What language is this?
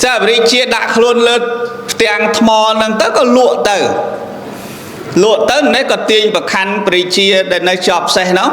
Khmer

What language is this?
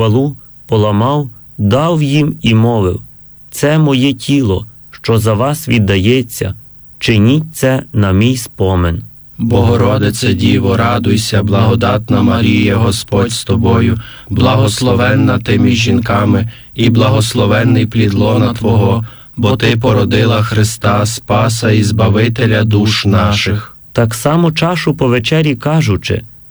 Ukrainian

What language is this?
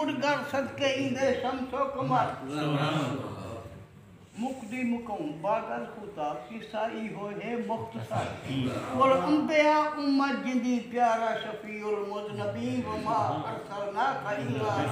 Saraiki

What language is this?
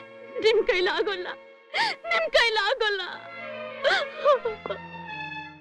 Kannada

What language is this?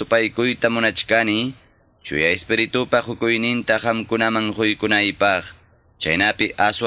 Quechua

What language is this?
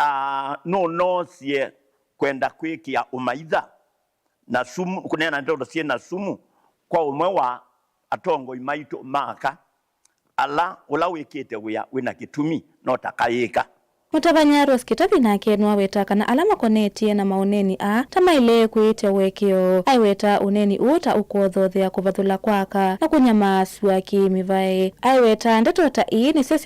Kamba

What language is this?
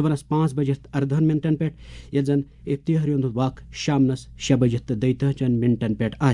Kashmiri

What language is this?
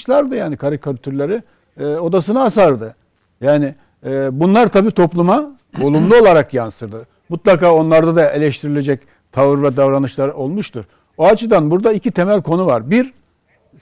Turkish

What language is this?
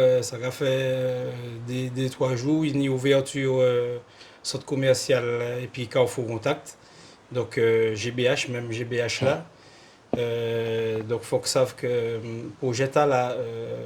Guadeloupean Creole French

